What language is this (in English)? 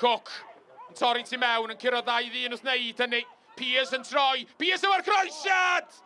Welsh